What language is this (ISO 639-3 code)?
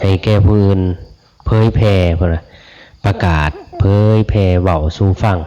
tts